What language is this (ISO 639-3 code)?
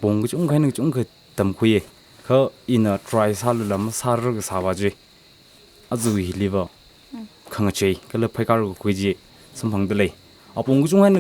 nmf